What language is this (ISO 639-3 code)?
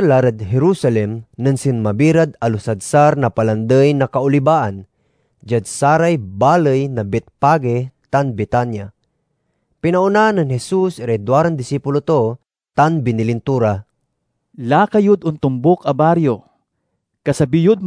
pag